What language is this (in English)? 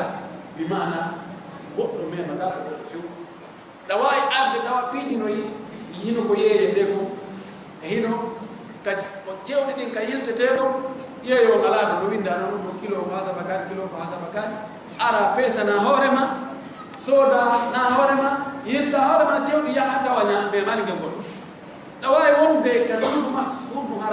Pular